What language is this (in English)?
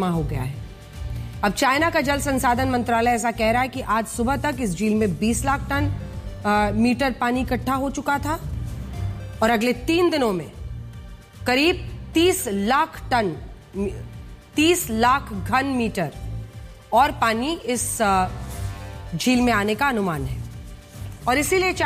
Hindi